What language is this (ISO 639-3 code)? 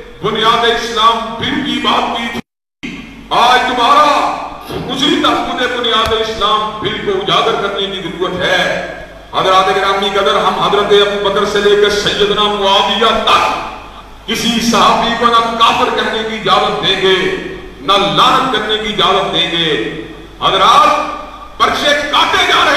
urd